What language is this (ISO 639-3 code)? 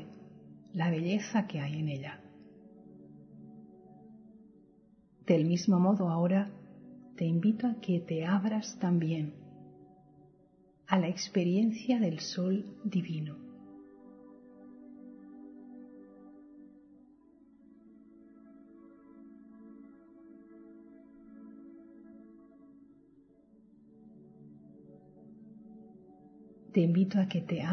spa